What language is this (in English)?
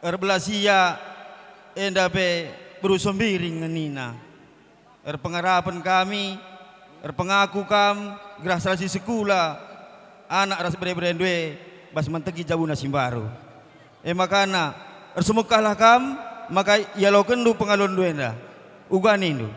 Batak Karo